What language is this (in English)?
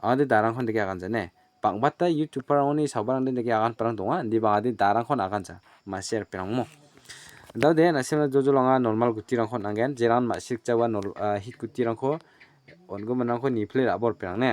Garo